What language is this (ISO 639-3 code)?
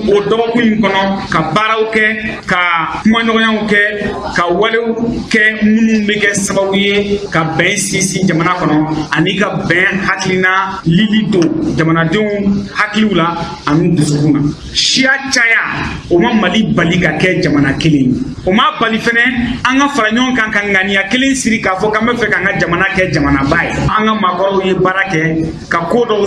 bam